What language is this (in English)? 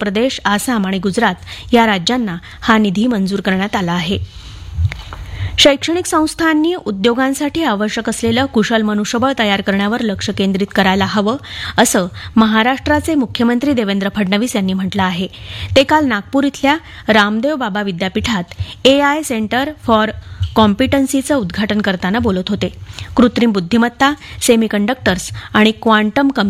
Marathi